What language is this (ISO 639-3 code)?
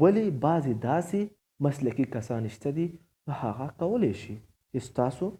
pus